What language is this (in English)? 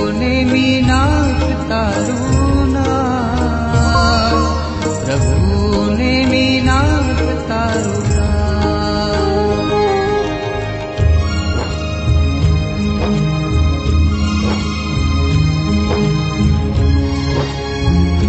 Gujarati